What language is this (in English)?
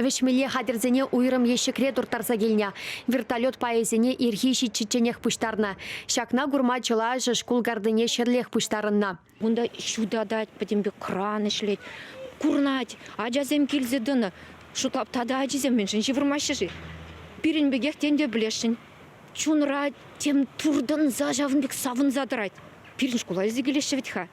Chuvash